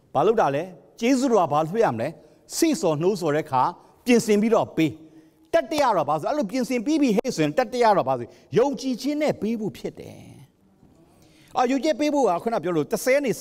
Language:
Burmese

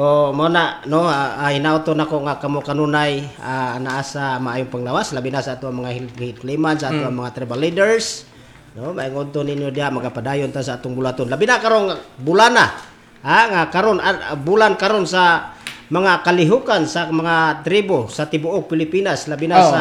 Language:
Cebuano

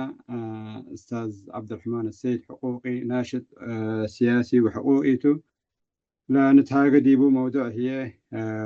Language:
Tigre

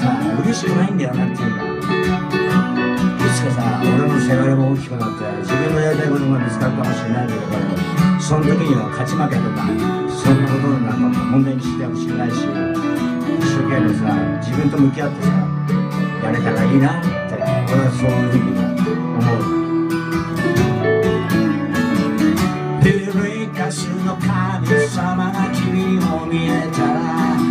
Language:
Japanese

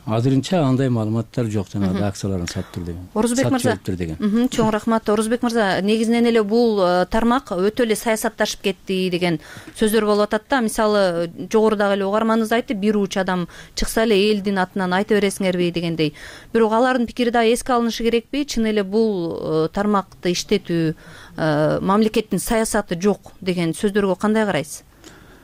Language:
Kyrgyz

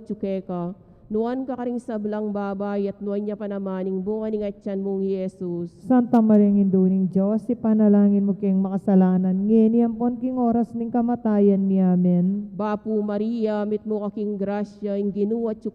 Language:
Pampanga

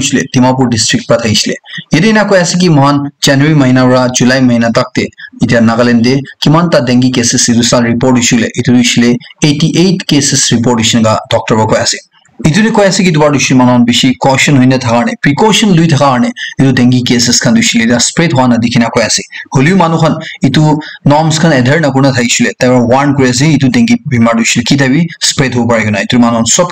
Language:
Naga Pidgin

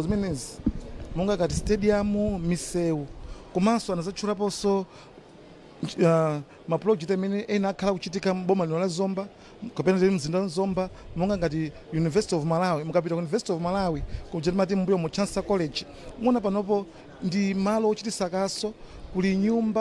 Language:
Nyanja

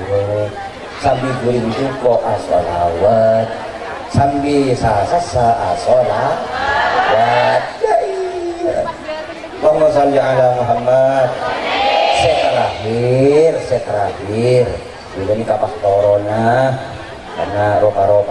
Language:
Madurese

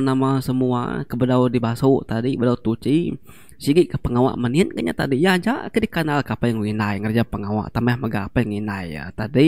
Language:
Iban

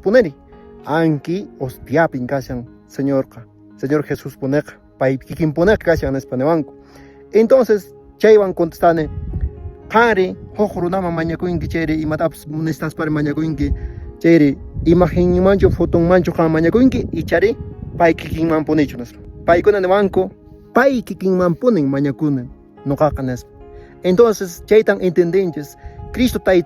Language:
Quechua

